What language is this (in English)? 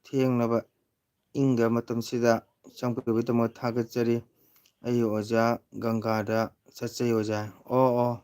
Manipuri